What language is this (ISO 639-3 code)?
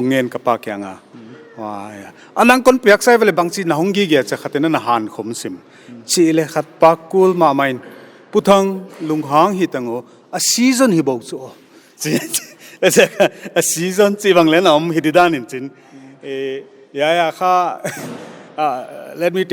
pck